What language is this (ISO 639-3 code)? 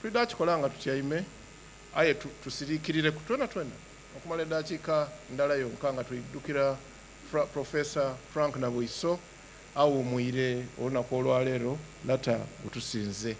xog